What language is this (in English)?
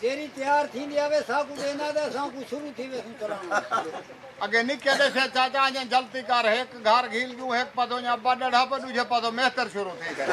Saraiki